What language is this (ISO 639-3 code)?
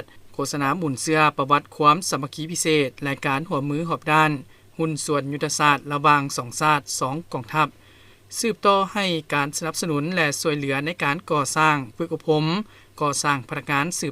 lao